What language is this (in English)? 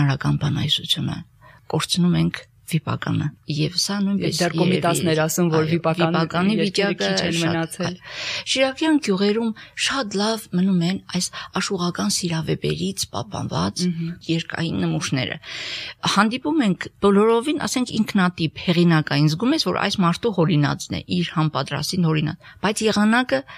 Armenian